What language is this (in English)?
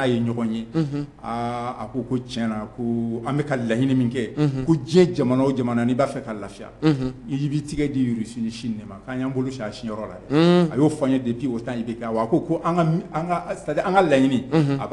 Bambara